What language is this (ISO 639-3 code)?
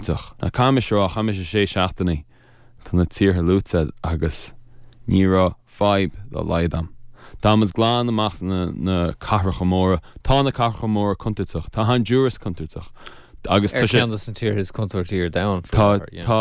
gle